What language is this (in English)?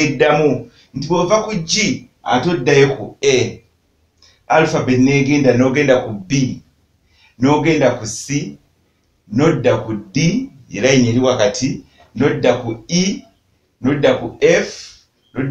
Ganda